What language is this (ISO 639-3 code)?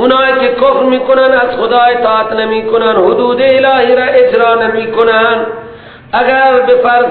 fas